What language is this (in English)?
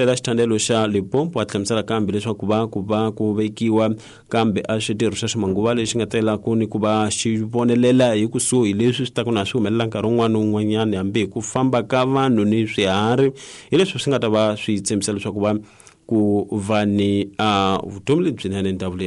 Tsonga